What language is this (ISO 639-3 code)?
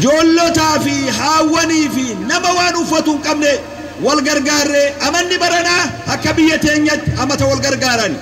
orm